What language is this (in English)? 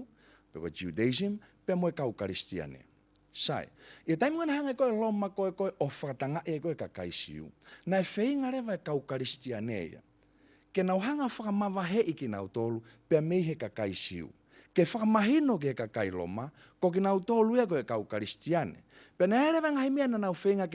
Tongan